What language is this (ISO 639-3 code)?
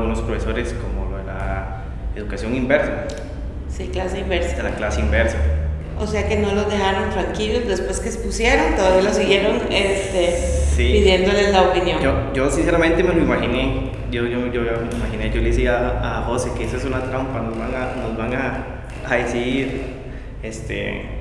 spa